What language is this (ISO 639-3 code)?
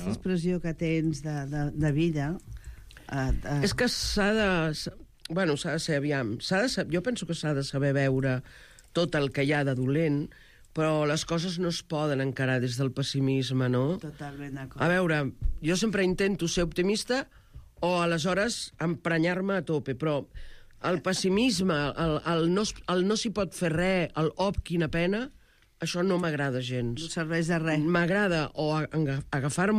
cat